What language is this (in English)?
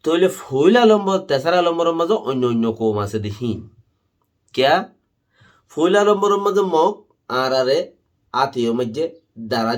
Rohingya